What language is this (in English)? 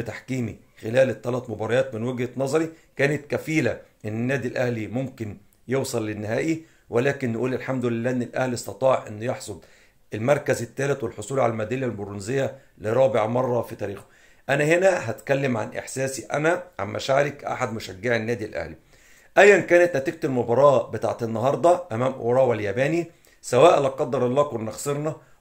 Egyptian Arabic